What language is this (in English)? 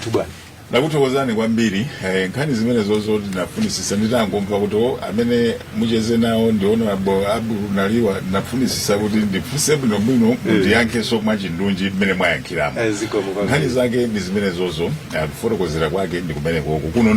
Nyanja